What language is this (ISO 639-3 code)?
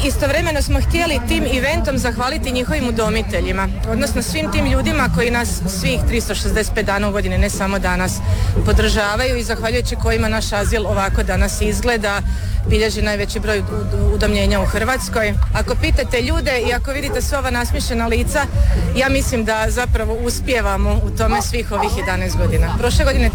hrv